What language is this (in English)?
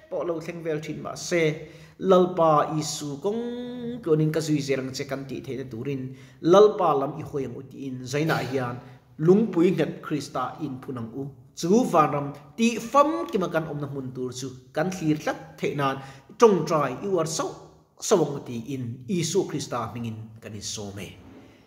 Mizo